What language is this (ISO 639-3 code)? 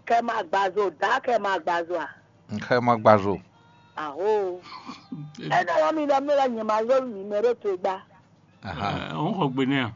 fon